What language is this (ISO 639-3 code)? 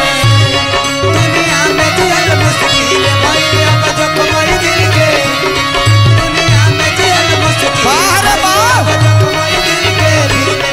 bho